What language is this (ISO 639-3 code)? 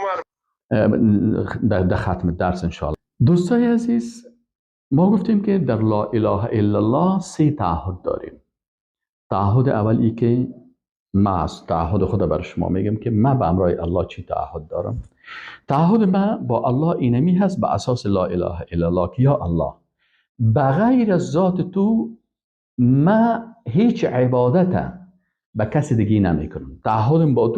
fas